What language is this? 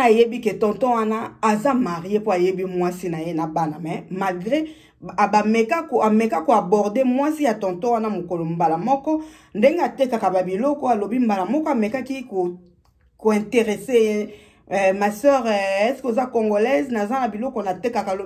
Lingala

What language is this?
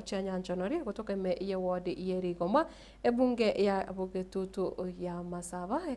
Gusii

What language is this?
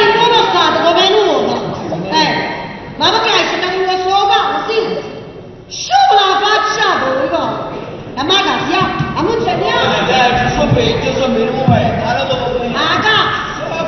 Neapolitan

